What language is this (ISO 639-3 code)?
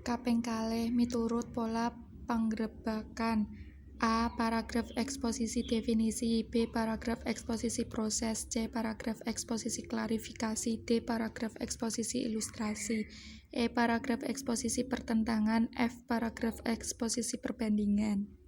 jav